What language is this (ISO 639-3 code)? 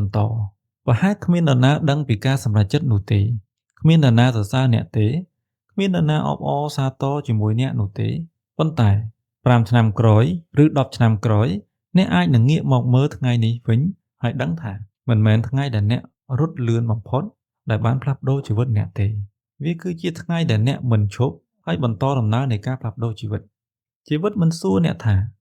khm